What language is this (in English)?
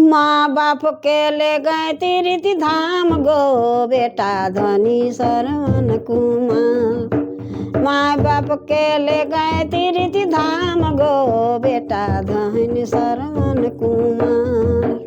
Sadri